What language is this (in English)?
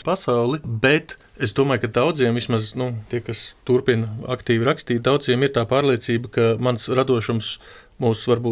Latvian